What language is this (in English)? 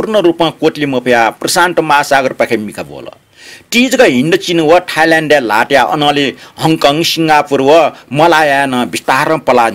Newari